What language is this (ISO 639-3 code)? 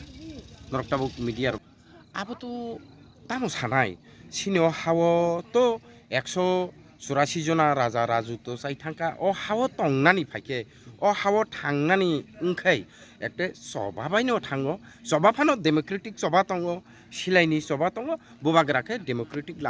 trp